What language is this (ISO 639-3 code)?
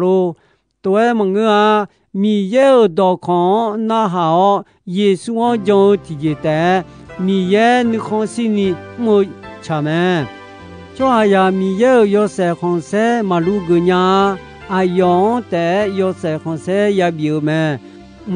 ahk